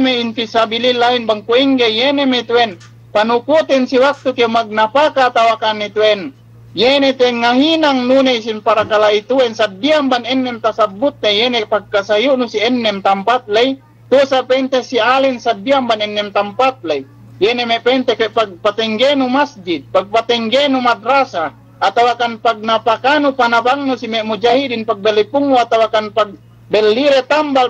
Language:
Yakan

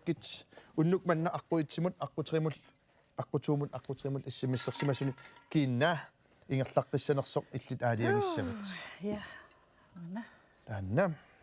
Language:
Kalaallisut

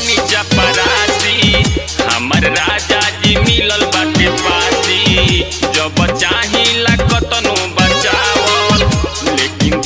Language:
Bhojpuri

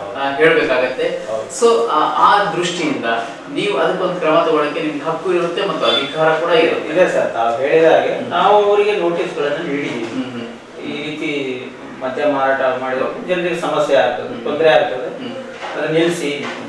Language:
Kannada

